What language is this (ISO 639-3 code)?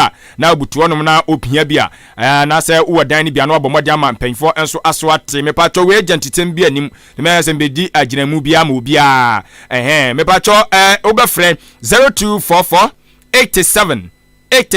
aka